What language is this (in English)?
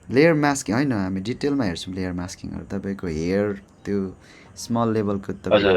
Nepali